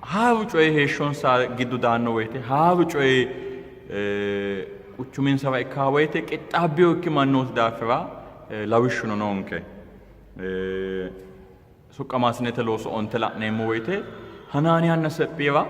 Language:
Sidamo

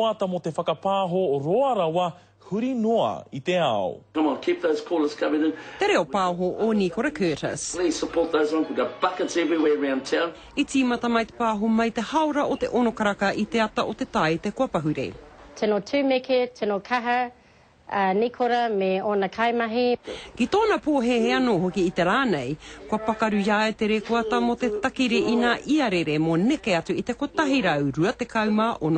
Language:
Māori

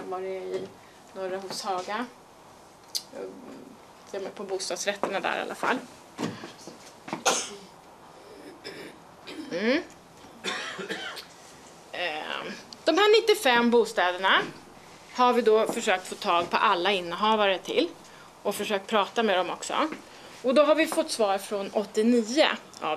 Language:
Swedish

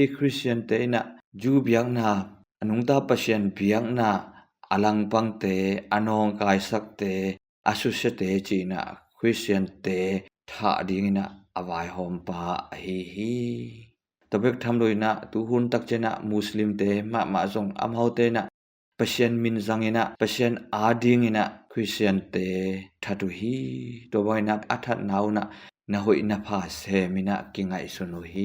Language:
Tedim Chin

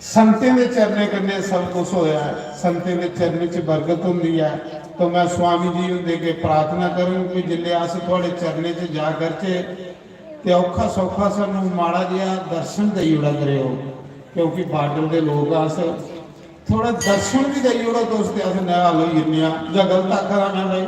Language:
Dogri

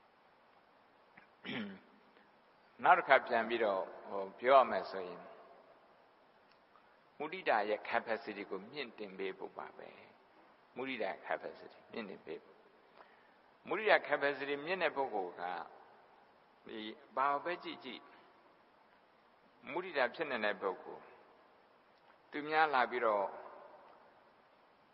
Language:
Burmese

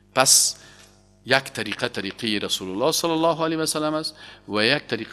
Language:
Persian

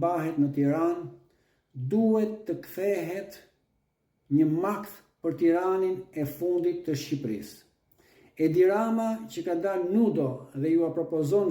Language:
Albanian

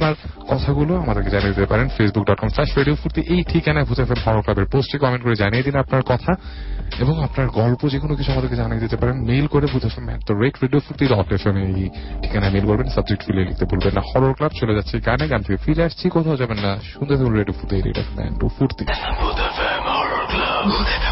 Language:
Bangla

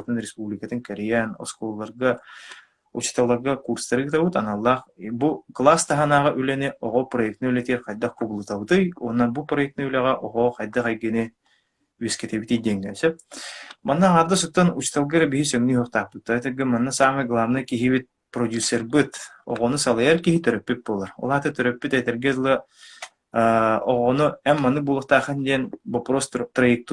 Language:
Yakut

